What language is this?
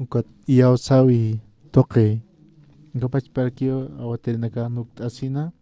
Aymara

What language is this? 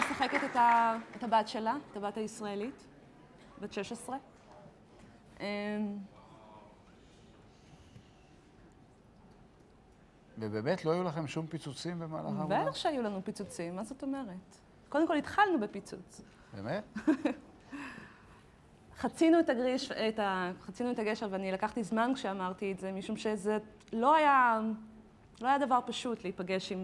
Hebrew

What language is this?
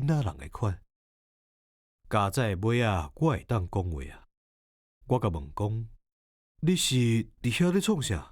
Min Nan Chinese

